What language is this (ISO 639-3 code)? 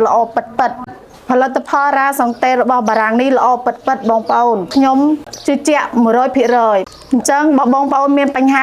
khm